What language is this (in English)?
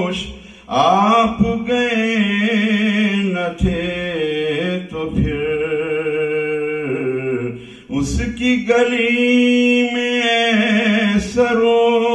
Urdu